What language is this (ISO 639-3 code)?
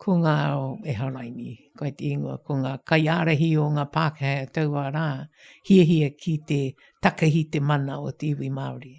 mri